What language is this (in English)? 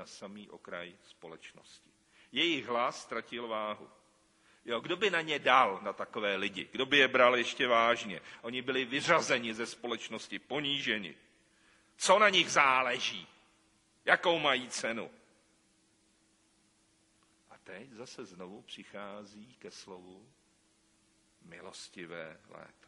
Czech